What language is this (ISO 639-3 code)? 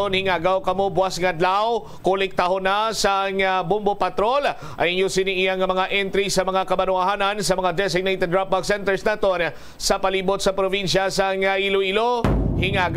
hil